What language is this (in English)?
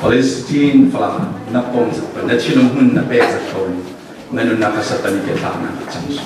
Falam Chin